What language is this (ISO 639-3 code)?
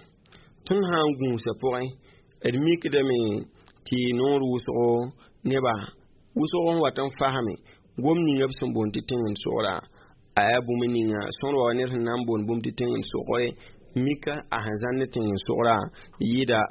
mos